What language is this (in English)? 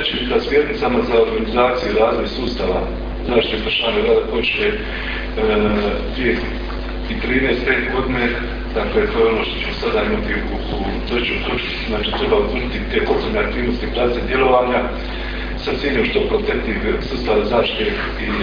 Croatian